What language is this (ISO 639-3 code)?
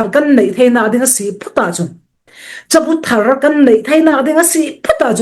cfm